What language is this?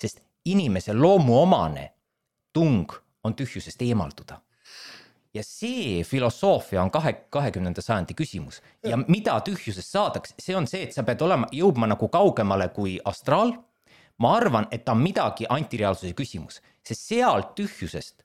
Estonian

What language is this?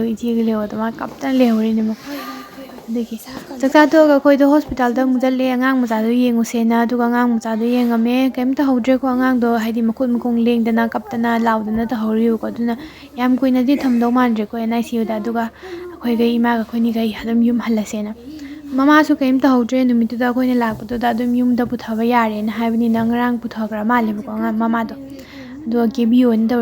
Manipuri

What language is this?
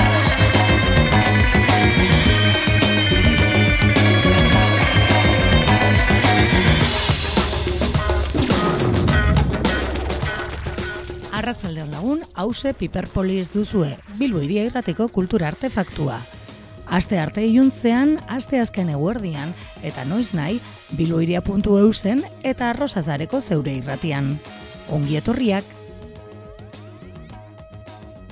Basque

